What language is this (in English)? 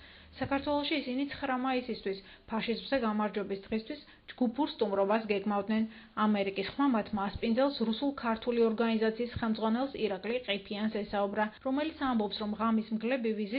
Georgian